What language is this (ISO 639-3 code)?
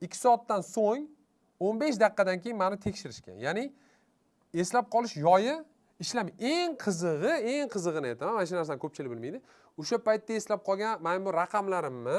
uzb